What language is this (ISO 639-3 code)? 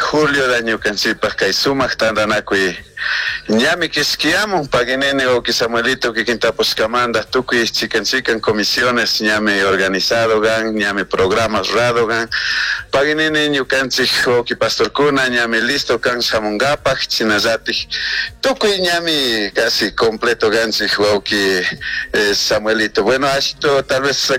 qug